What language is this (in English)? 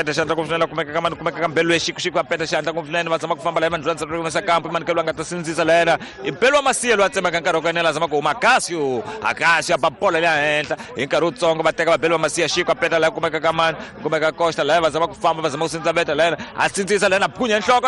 Tsonga